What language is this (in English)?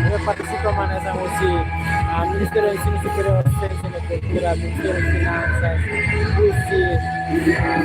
Tetum